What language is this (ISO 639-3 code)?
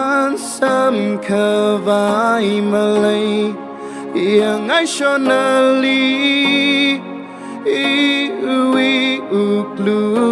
nmf